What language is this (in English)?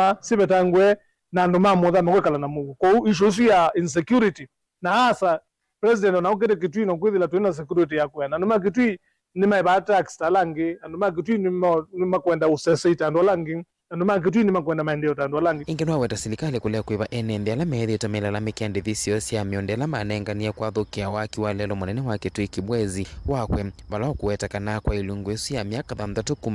Kamba